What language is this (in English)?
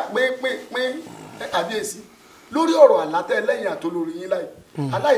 Yoruba